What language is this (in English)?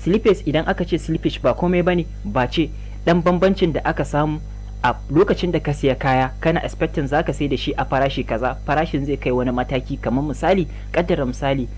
Hausa